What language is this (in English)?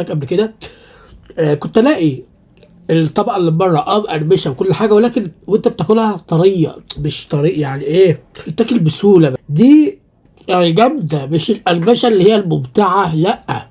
Egyptian Arabic